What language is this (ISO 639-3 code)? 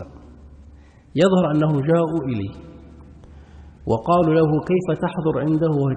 ara